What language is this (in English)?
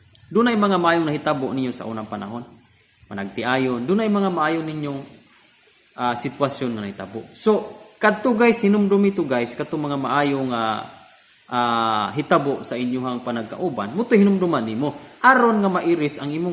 Cebuano